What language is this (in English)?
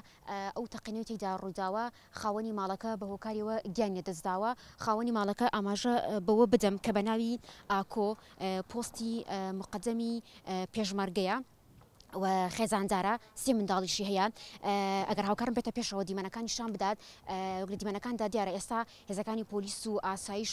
Central Kurdish